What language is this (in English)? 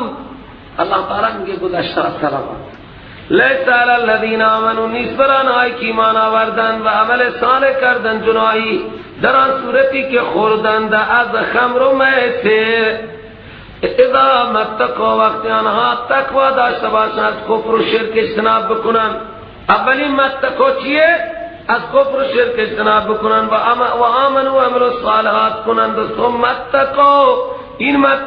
Persian